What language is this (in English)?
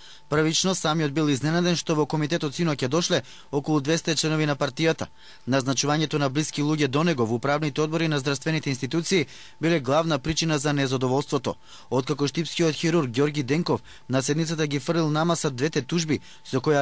Macedonian